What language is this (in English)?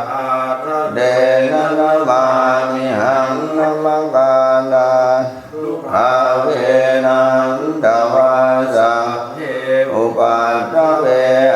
Pali